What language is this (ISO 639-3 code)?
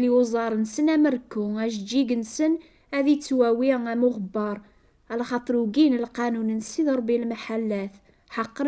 kab